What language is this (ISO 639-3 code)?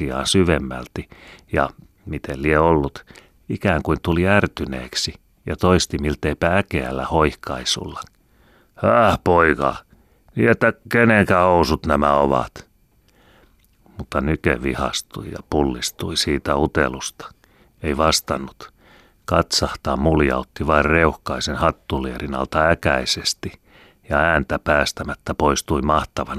fin